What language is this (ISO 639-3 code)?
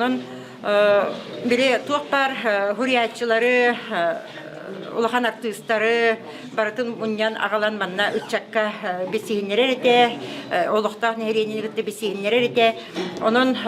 sah